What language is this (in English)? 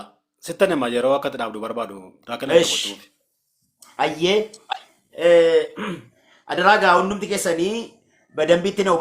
Oromo